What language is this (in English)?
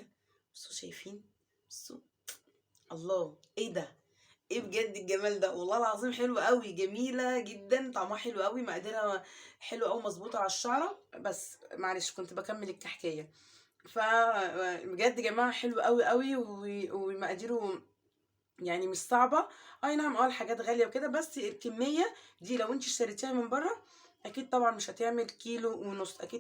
Egyptian Arabic